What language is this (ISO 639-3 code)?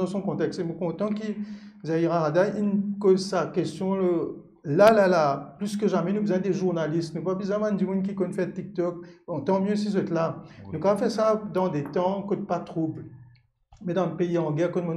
mfe